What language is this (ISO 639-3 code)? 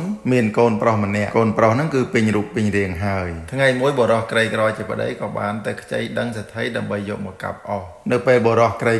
khm